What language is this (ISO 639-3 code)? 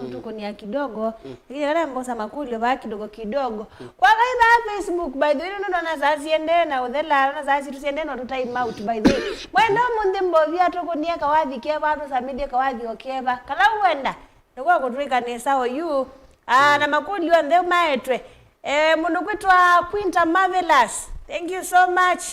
kam